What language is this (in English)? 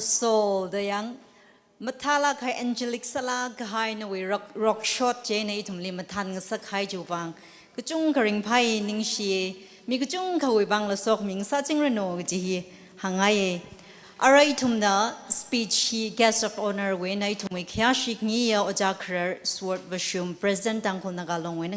Tangkhul Naga (India)